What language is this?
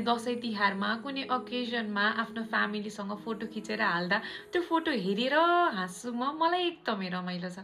Nepali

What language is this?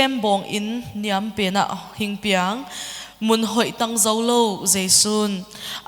Paite Chin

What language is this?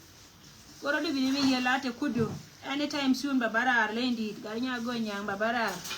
Nuer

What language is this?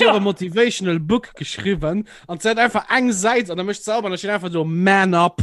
Luxembourgish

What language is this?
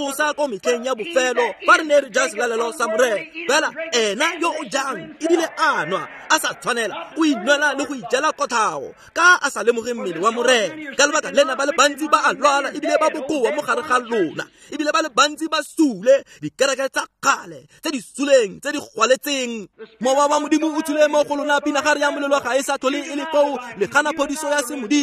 Tswana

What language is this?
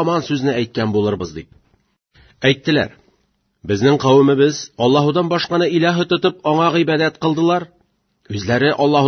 Tatar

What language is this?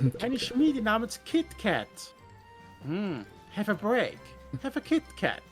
Swiss German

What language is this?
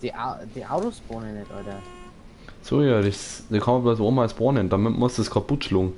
Bavarian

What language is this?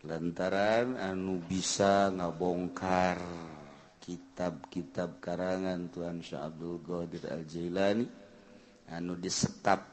Sundanese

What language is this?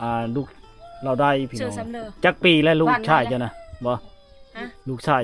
Lao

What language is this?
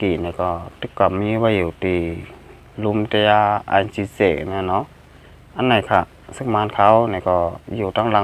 Shan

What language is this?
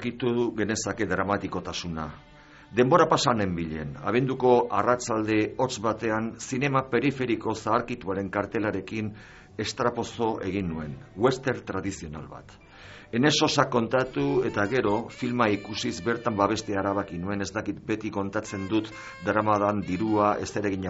Basque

